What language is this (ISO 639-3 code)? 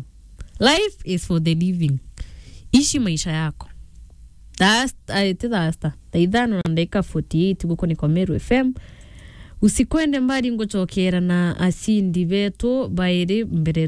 mer